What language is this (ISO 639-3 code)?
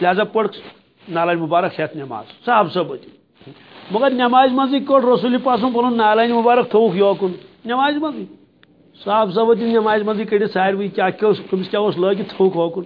kas